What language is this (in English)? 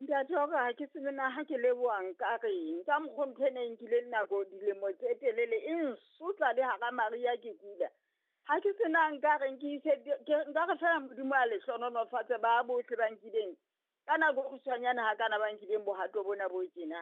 Southern Sotho